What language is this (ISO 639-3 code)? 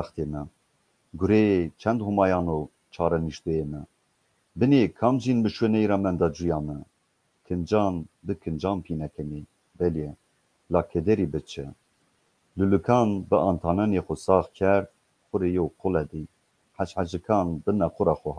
zza